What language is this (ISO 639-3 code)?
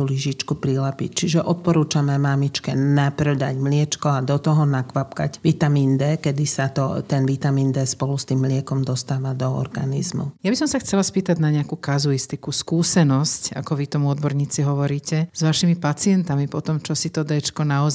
slk